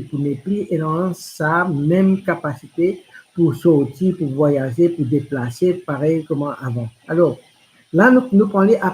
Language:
Morisyen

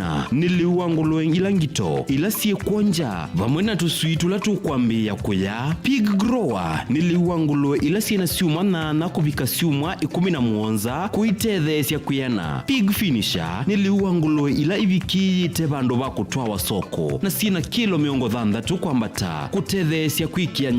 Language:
Kamba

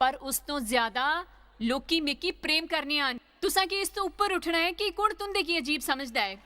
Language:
Dogri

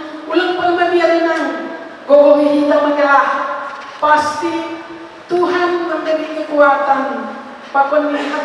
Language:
Batak Simalungun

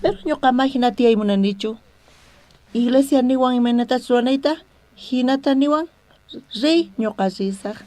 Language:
South Bolivian Quechua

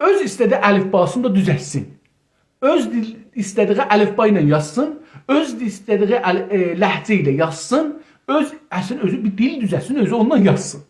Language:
South Azerbaijani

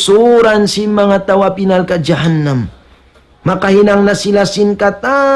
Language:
Tausug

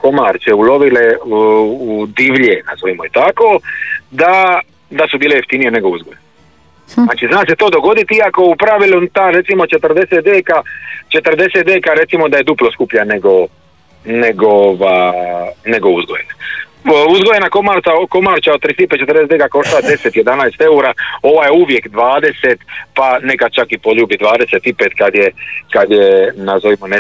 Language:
Croatian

